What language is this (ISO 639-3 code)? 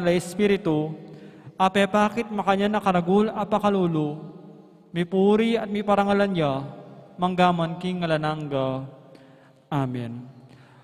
pam